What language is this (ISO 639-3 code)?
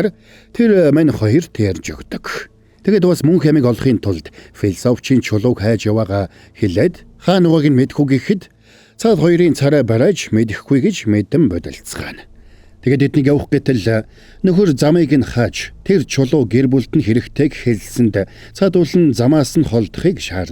mon